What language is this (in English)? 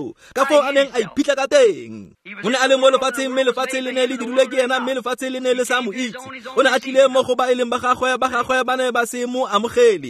Tswana